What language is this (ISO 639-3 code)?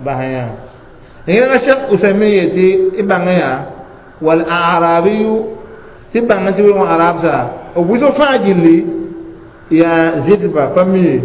mos